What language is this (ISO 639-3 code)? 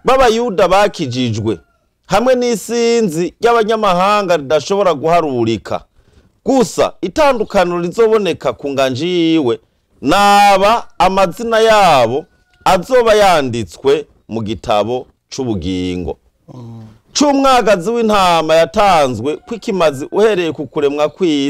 run